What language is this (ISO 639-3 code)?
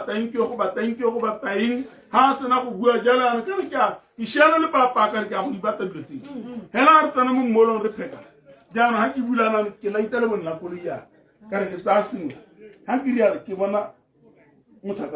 tsn